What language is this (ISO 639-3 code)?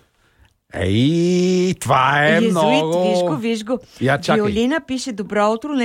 bul